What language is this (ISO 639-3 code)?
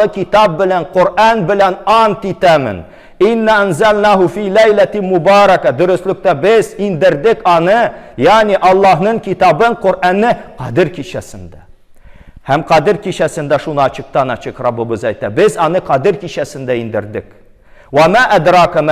tat